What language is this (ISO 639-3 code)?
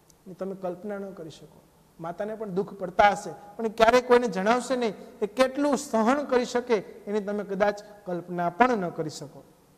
guj